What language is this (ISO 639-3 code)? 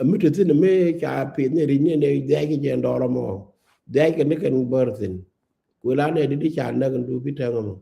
nus